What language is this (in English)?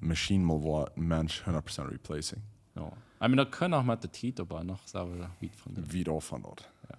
Plautdietsch